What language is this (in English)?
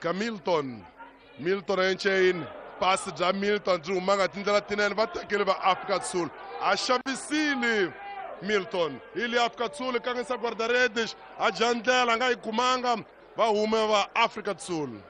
Tsonga